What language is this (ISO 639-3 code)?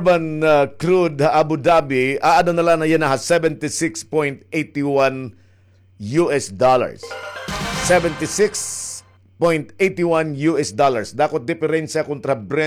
war